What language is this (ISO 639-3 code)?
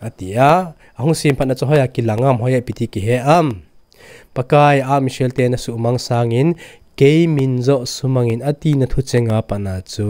tcz